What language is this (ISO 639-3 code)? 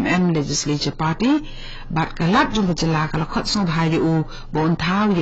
kha